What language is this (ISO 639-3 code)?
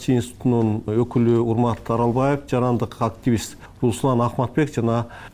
kir